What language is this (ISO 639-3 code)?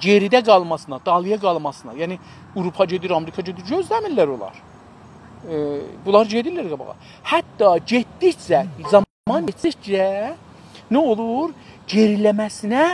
azb